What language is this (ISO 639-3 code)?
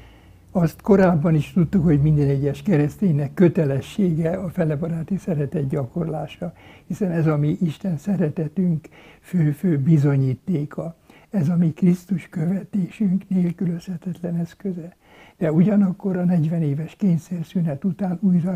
hun